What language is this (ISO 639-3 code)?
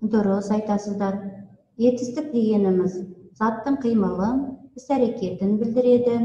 kaz